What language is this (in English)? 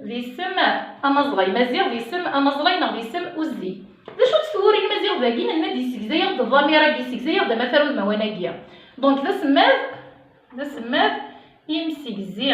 Kabyle